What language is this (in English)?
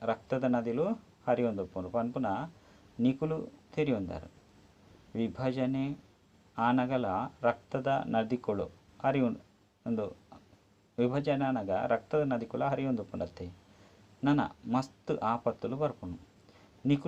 Tulu